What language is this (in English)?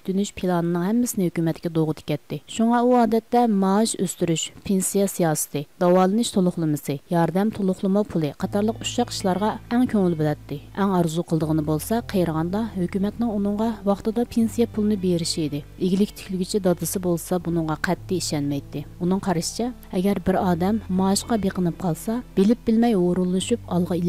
Uyghur